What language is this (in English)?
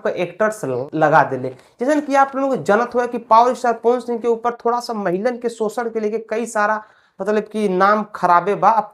Bhojpuri